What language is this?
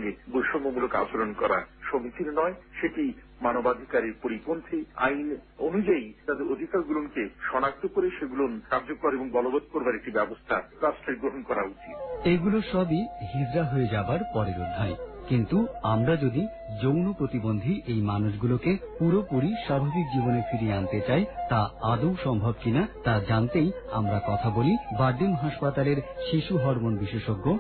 Bangla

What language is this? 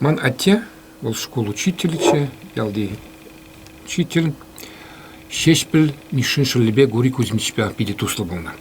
Chuvash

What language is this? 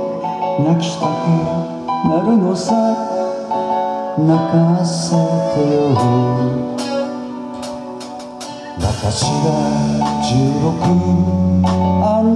Japanese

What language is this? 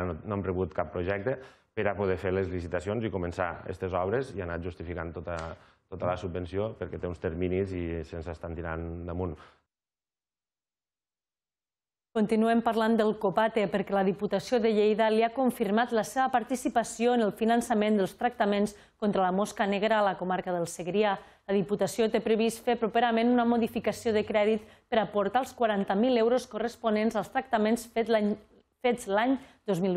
Catalan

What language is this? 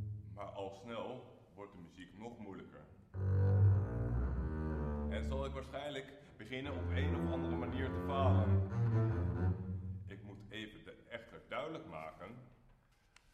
Dutch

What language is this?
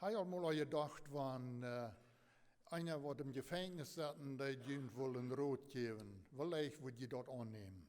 Plautdietsch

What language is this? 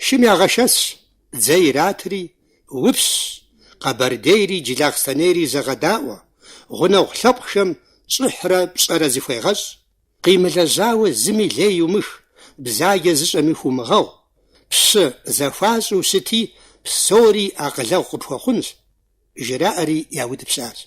Kabardian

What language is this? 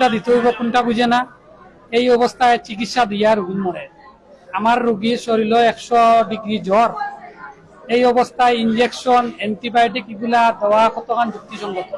Sylheti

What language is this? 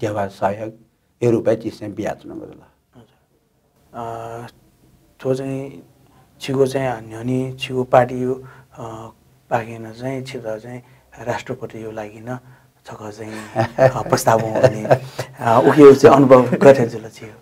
Newari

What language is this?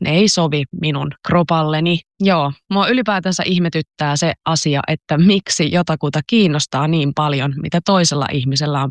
Finnish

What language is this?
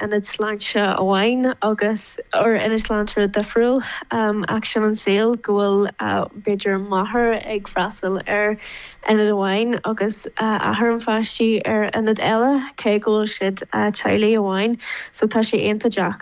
Irish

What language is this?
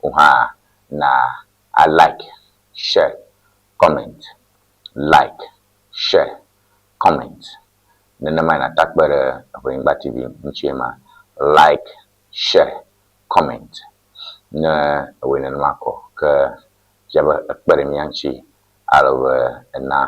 Ewe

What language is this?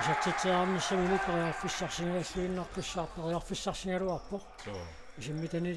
Kalaallisut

